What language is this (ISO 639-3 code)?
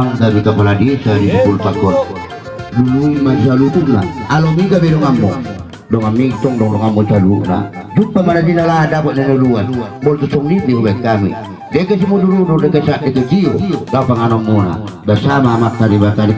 bbc